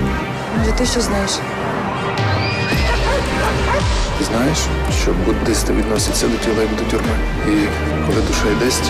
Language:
Ukrainian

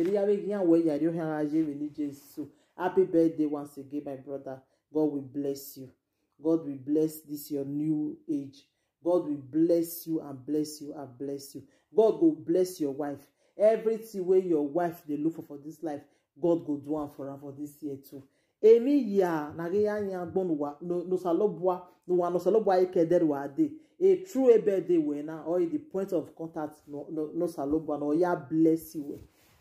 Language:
Nigerian Pidgin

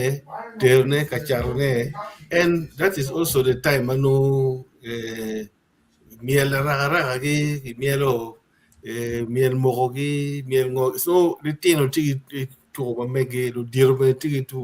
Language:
Acoli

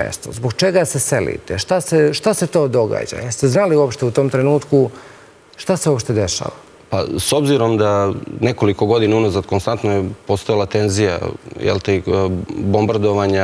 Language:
Serbian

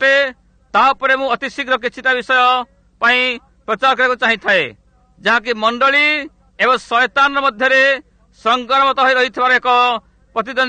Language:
Odia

